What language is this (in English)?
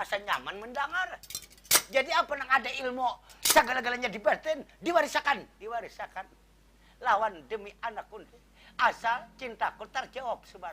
Banjar